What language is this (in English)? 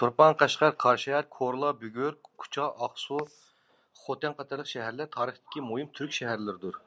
Uyghur